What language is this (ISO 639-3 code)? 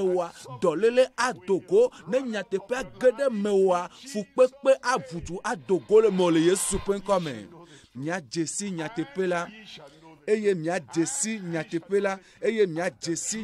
ewe